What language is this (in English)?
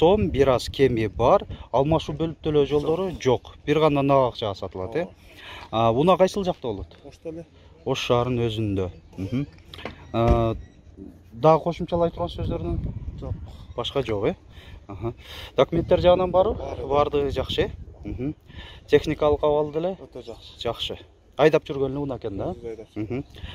Kyrgyz